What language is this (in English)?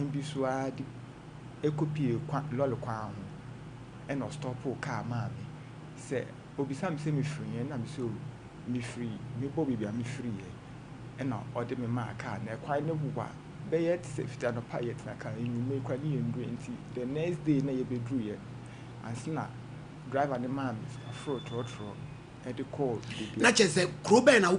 Akan